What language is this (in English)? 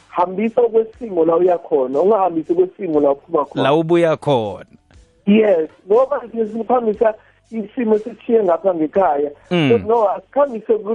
South Ndebele